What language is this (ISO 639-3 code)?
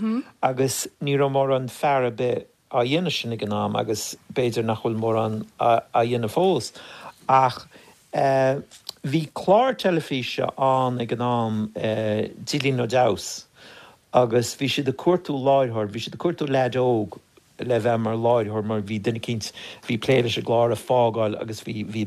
gle